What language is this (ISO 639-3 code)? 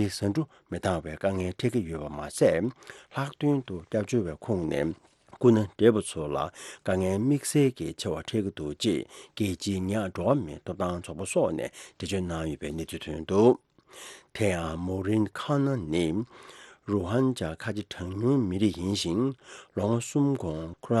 bod